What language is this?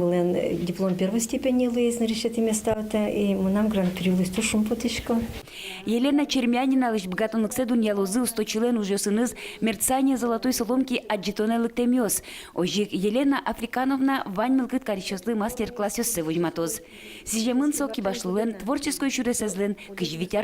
Udmurt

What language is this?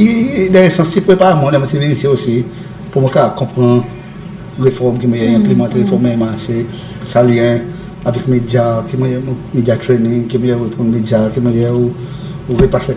Seselwa Creole French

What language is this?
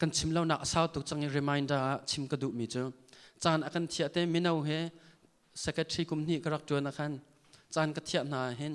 Hakha Chin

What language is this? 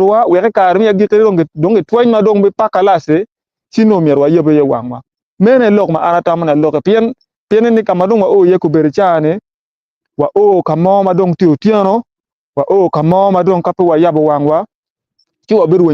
Acoli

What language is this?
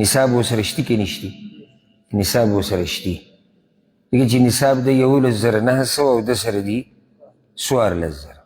Pashto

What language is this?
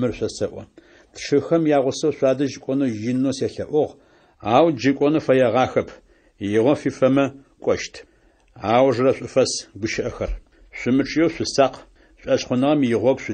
Adyghe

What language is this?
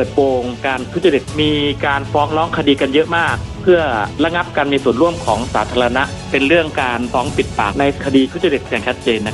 Thai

